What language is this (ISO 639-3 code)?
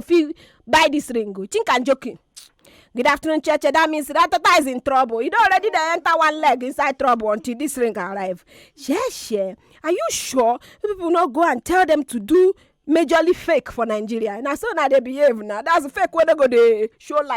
pcm